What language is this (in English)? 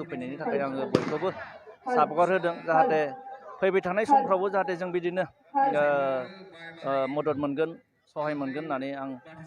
Bodo